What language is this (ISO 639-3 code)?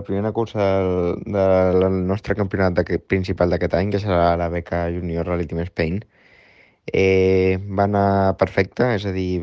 cat